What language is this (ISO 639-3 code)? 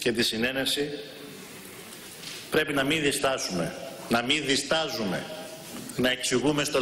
ell